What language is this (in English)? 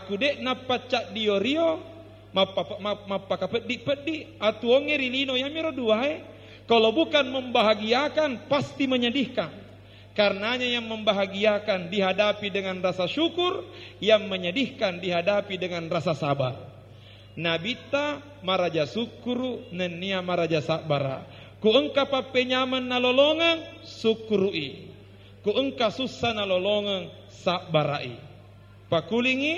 Buginese